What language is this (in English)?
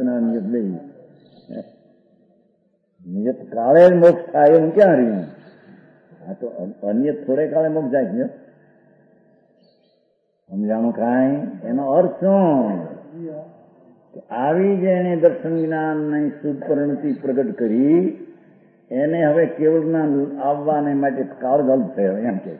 Gujarati